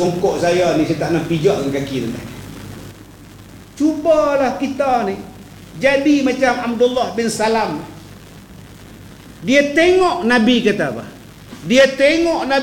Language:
Malay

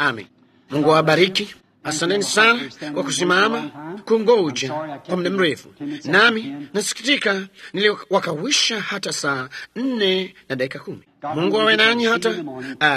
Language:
Swahili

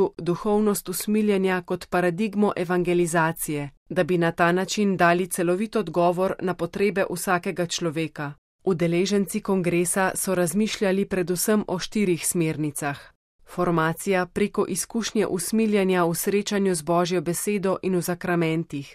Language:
Slovenian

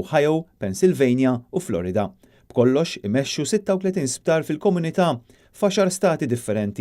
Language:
Maltese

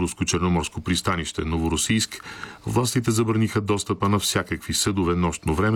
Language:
Bulgarian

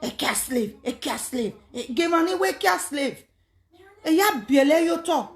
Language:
Nigerian Pidgin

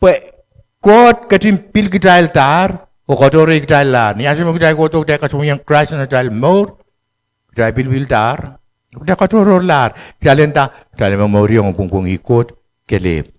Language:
Pohnpeian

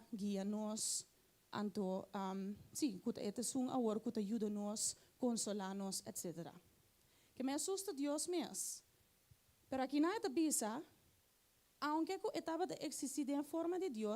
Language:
Papiamento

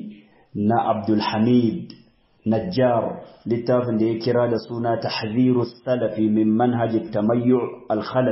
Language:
Hausa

